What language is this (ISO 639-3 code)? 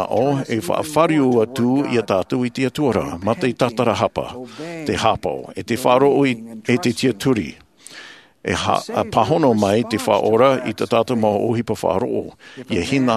tah